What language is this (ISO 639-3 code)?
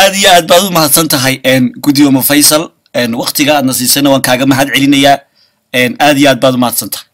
som